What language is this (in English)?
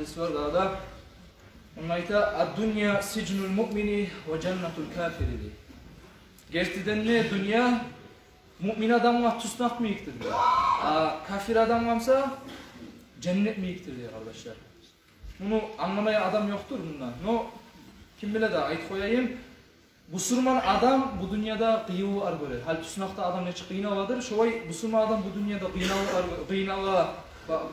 Kumyk